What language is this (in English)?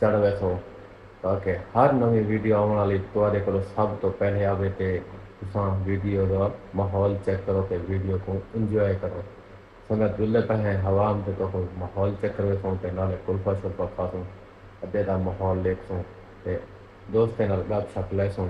Saraiki